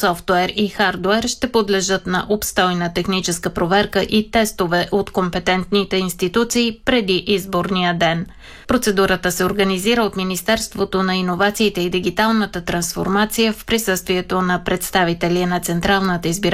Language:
Bulgarian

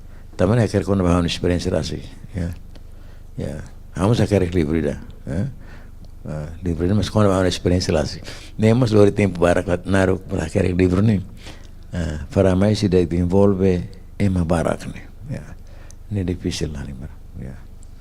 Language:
Tetum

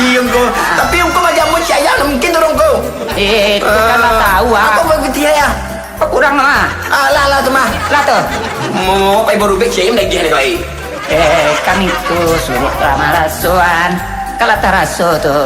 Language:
Minangkabau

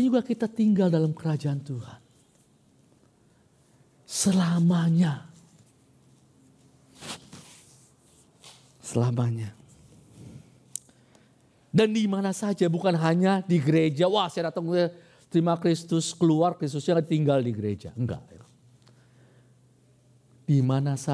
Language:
Indonesian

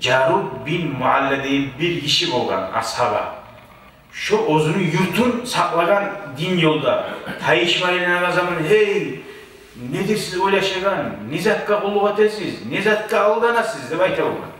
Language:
Kumyk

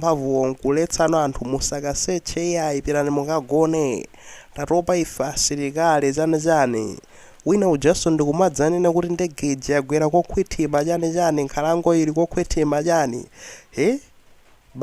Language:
Nyanja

